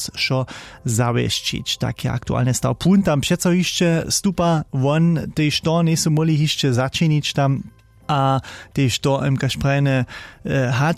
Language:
Upper Sorbian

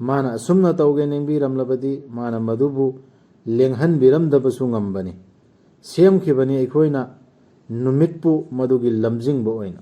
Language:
Manipuri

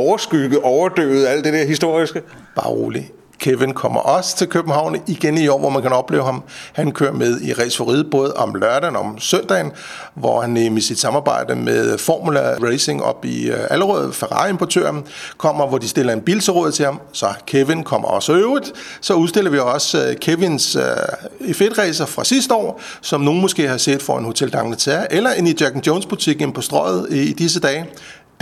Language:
Danish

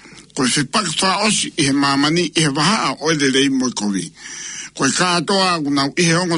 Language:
Tongan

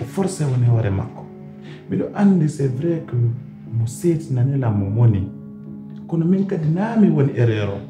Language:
Pular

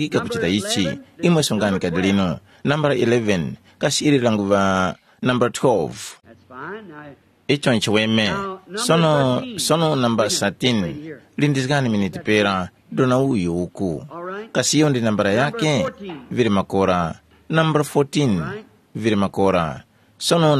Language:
Tumbuka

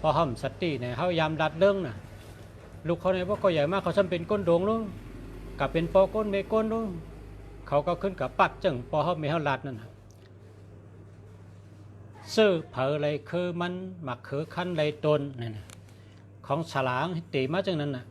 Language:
Shan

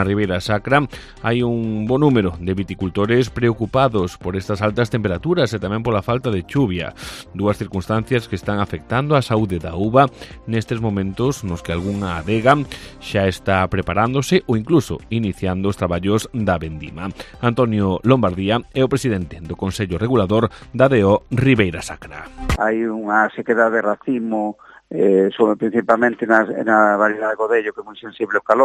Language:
Galician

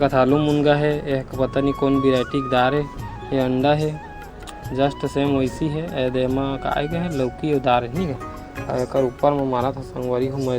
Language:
Chhattisgarhi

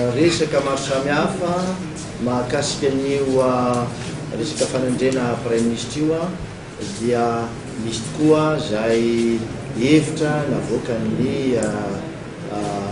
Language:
Malagasy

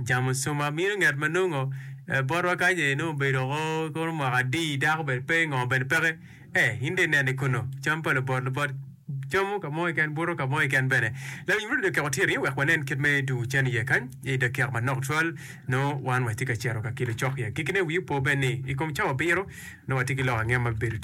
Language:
Acoli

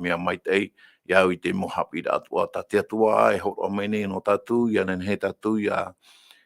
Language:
Tahitian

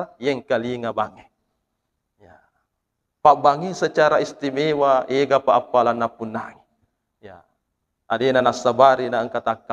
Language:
Buginese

